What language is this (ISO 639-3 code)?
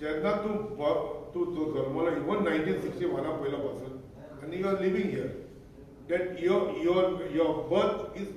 kok